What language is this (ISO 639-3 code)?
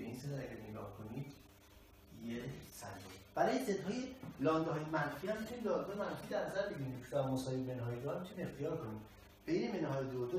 fas